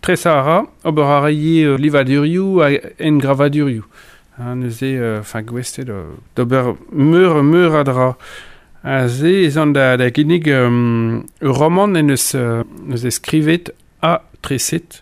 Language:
Breton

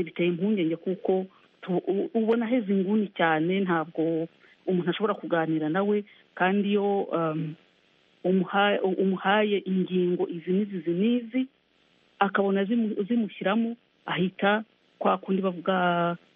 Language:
Kinyarwanda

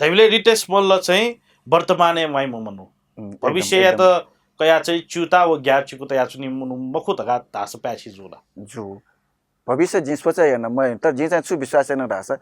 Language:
Newari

